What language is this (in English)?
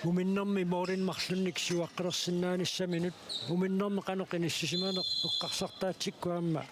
Kalaallisut